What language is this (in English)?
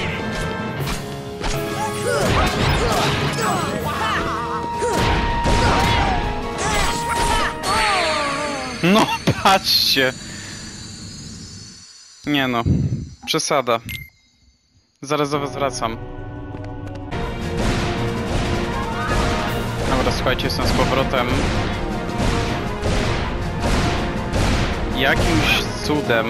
Polish